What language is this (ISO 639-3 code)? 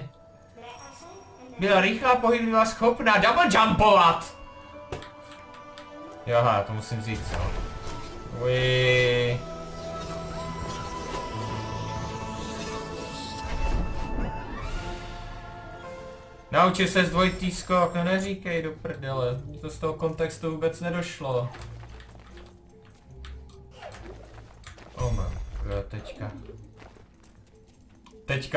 ces